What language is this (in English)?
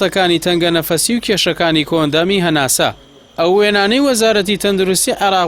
Central Kurdish